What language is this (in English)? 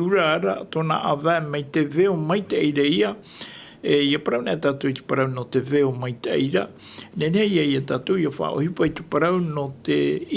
Tahitian